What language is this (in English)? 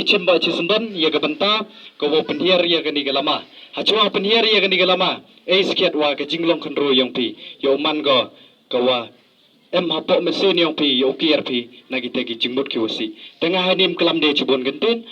Pnar